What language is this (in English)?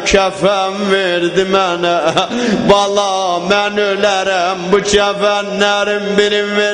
South Azerbaijani